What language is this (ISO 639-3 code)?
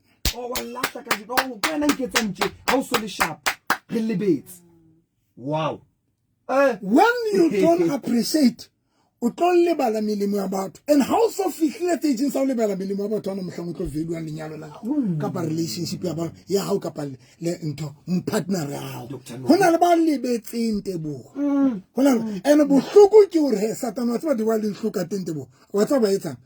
sot